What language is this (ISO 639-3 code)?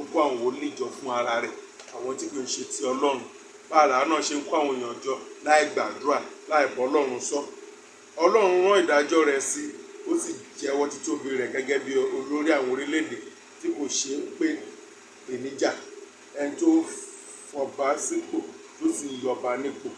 yor